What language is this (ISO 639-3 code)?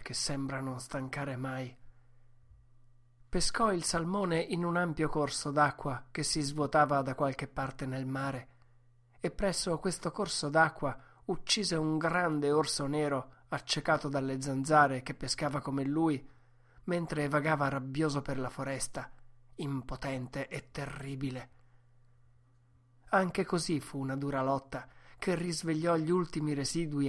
ita